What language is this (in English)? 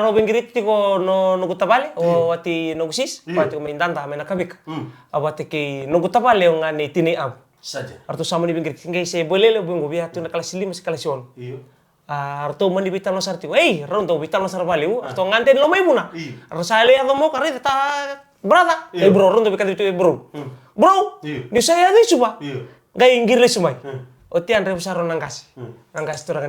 Fijian